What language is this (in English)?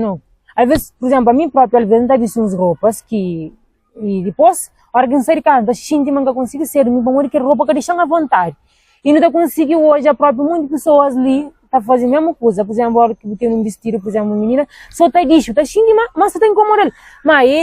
Kabuverdianu